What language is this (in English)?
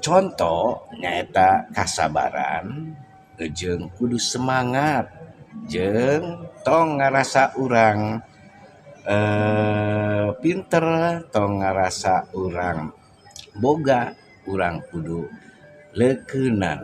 Sundanese